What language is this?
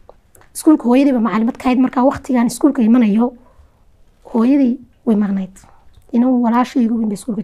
Somali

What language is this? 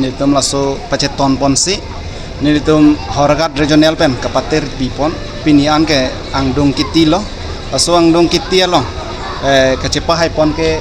Karbi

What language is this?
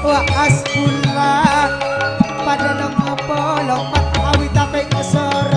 Madurese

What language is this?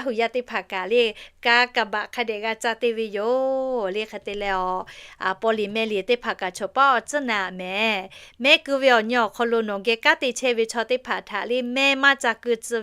Lahu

